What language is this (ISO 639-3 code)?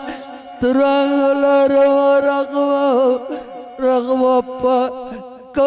btx